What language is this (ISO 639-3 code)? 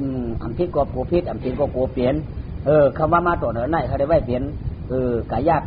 shn